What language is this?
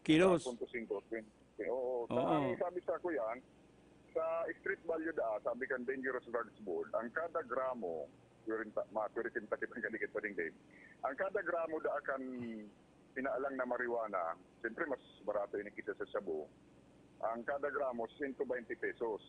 Bikol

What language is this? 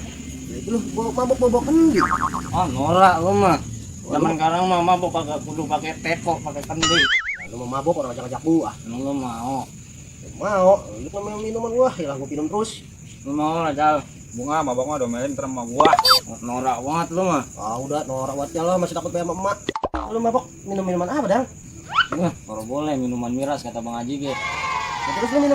Betawi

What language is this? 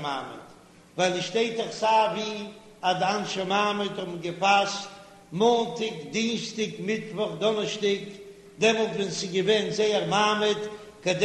Yiddish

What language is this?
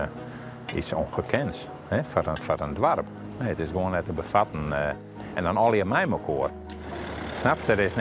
Western Frisian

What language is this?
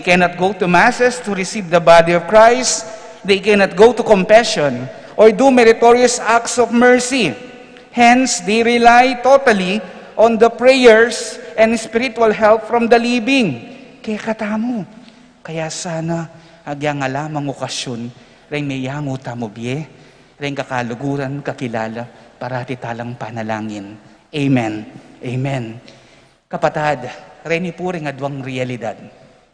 Pampanga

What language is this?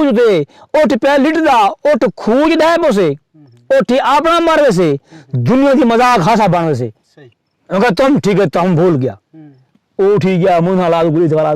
Saraiki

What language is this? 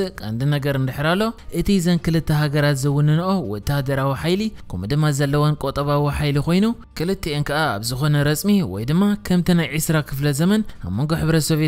Tigrinya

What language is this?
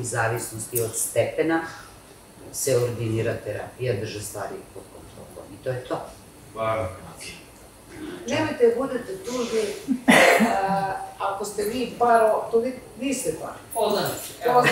Serbian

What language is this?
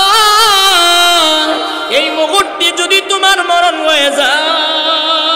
Bangla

